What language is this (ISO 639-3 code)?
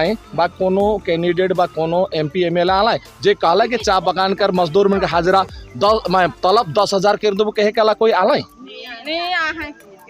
sck